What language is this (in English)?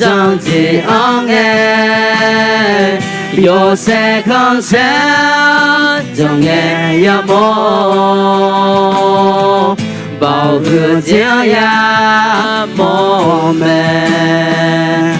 Akha